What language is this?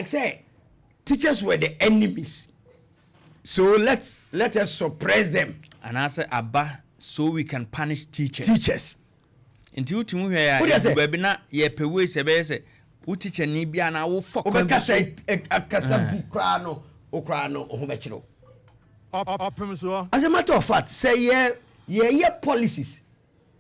Akan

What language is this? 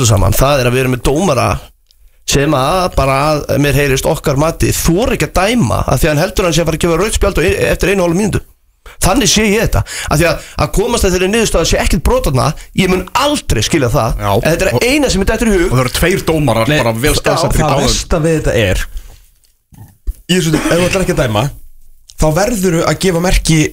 Icelandic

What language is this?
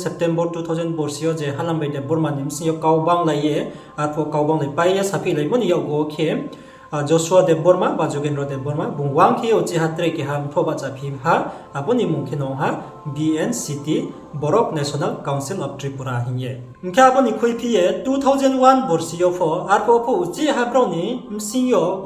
Riang (India)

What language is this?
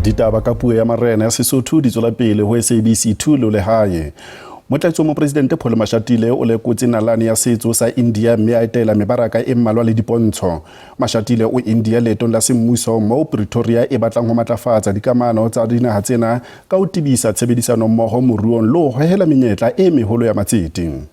Southern Sotho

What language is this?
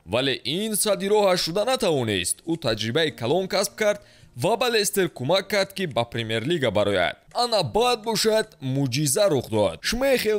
Tajik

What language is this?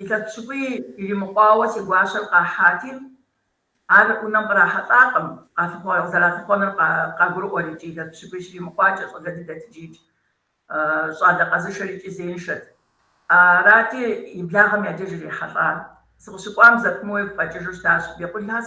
Kabardian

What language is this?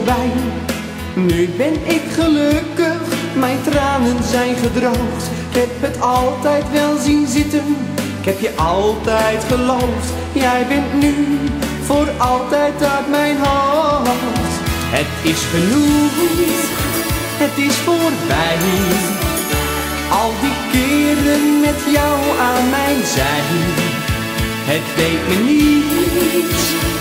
Dutch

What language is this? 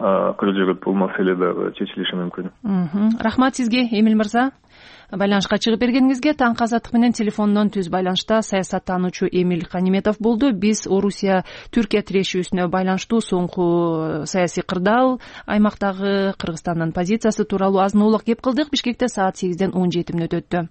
Kyrgyz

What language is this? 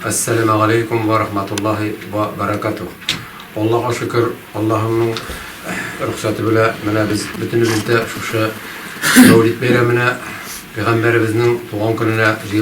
Tatar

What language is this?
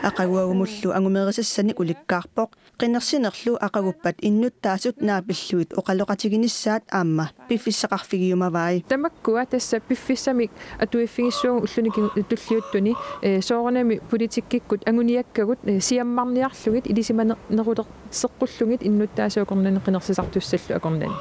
Kalaallisut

